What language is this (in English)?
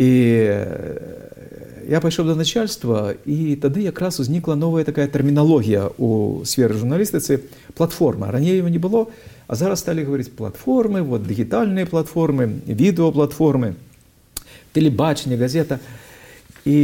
Belarusian